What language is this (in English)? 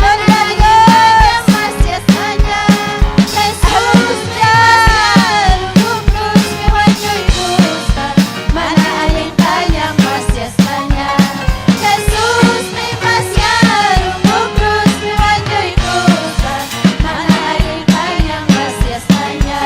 Ayacucho Quechua